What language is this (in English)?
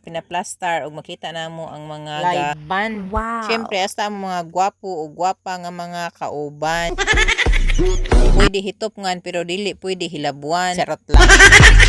Cebuano